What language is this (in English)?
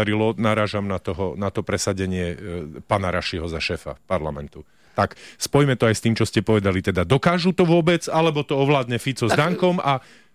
Slovak